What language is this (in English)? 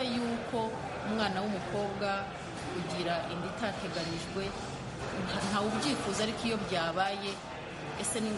Kinyarwanda